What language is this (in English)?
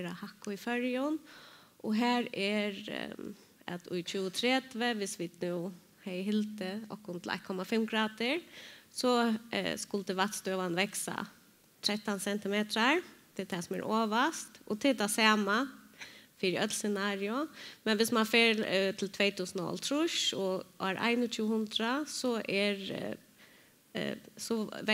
Faroese